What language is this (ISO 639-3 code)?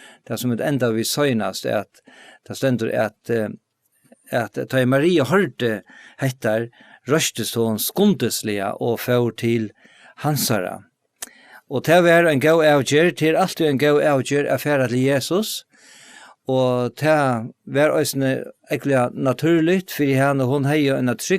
fao